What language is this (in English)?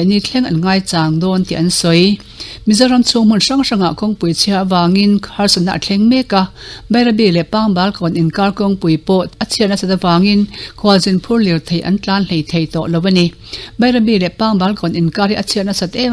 Mizo